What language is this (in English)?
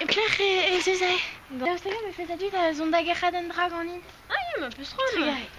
Breton